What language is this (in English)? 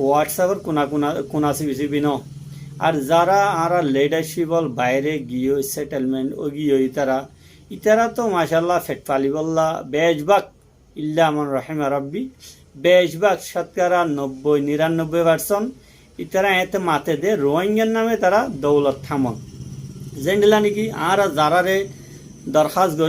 Rohingya